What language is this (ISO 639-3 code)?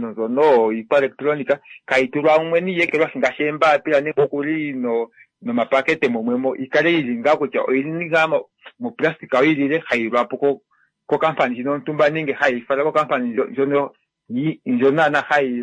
kua